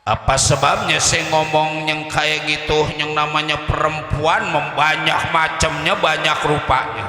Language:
Betawi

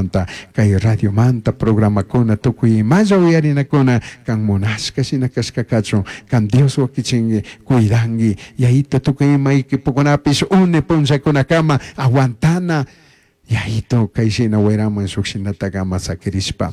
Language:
Chimborazo Highland Quichua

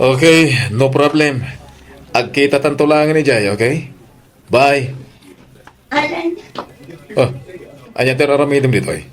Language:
Iloko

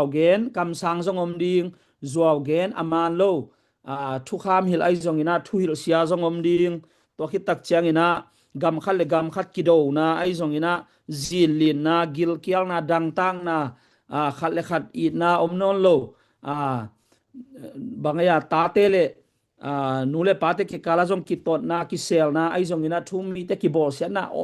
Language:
Tedim Chin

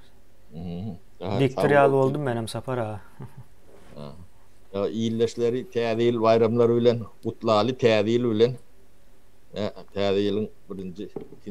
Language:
Turkmen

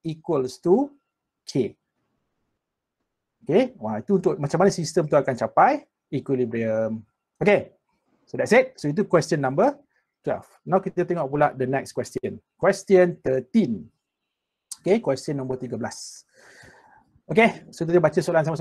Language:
Malay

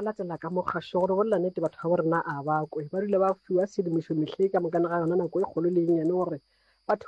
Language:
Northern Sotho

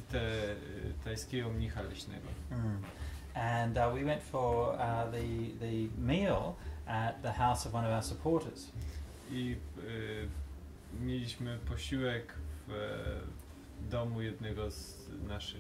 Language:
Polish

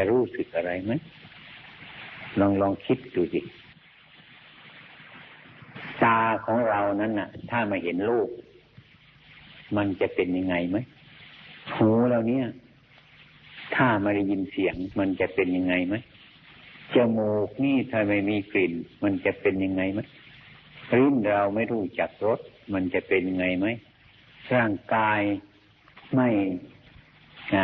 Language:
Thai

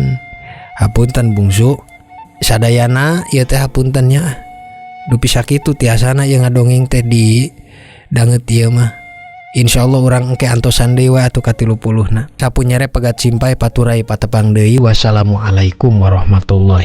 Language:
Sundanese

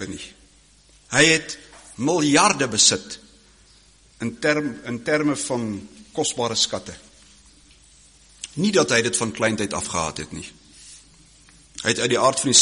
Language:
Afrikaans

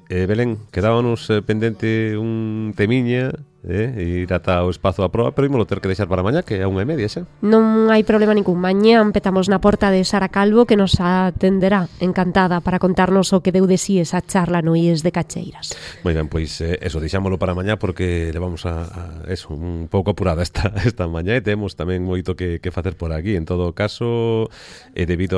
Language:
Galician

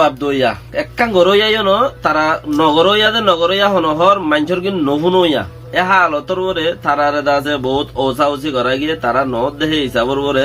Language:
Rohingya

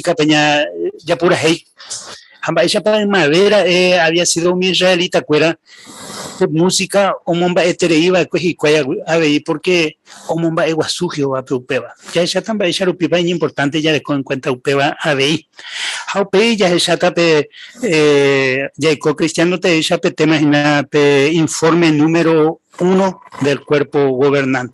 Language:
Guarani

